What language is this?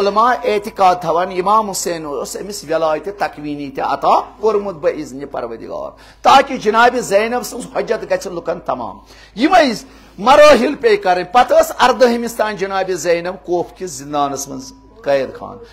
Kashmiri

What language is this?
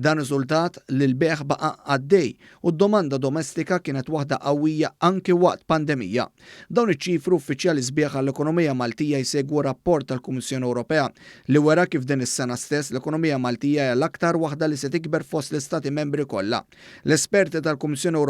Maltese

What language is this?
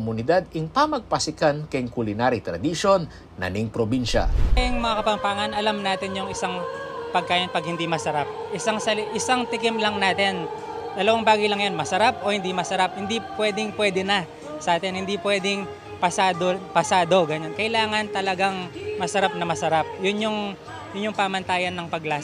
Pampanga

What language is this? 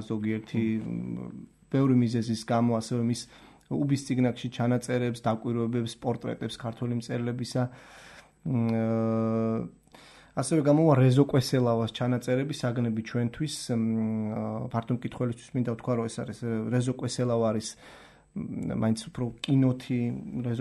Georgian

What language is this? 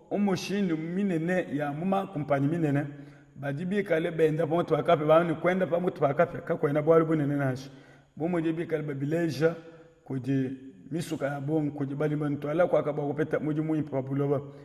Luba-Lulua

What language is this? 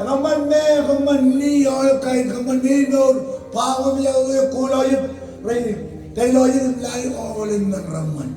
Marshallese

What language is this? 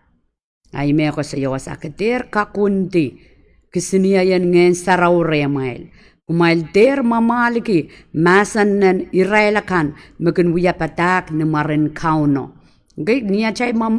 Pohnpeian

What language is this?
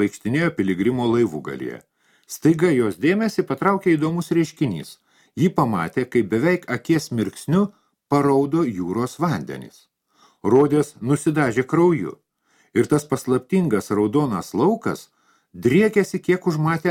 Lithuanian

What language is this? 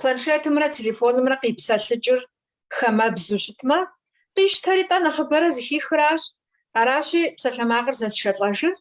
Kabardian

